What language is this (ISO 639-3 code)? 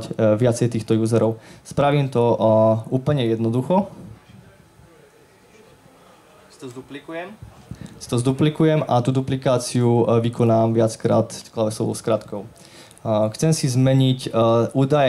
slk